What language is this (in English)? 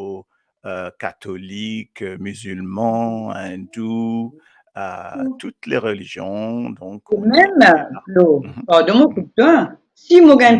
Morisyen